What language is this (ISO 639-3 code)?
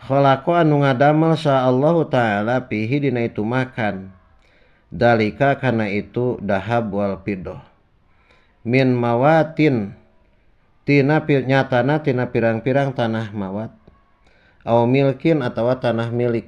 sun